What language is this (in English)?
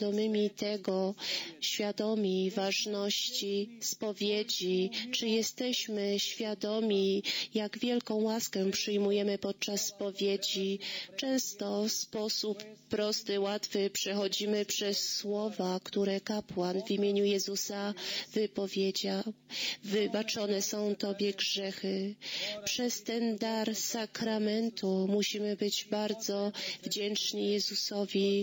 Polish